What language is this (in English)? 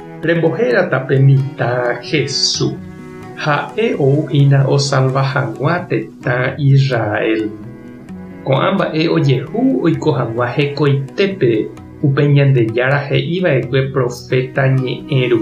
Guarani